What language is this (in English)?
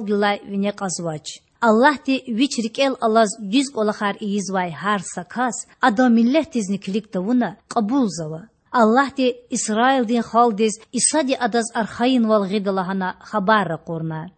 Lezghian